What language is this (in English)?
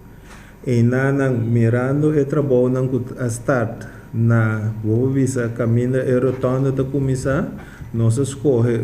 Papiamento